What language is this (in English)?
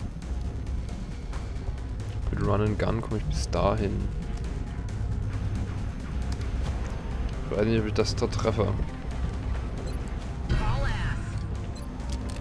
German